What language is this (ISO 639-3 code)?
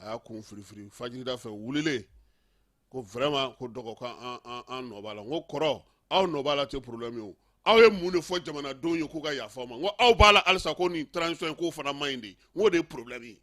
bam